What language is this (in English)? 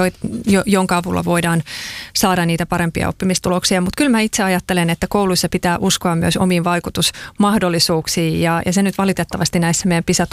Finnish